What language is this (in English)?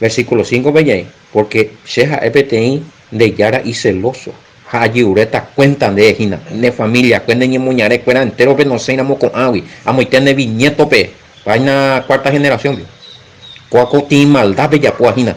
Guarani